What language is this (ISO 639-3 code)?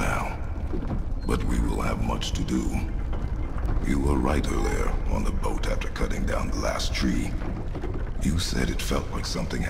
eng